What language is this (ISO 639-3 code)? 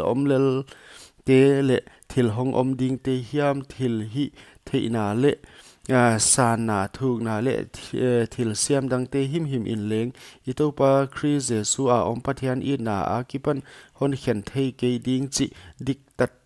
pck